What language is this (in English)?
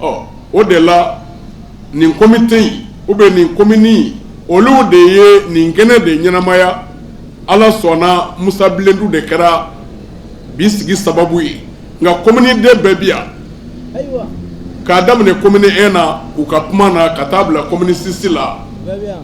Bambara